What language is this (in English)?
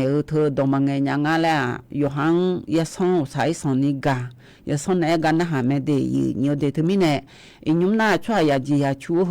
Akha